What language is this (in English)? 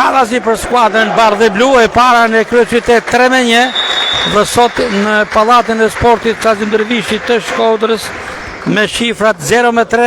Albanian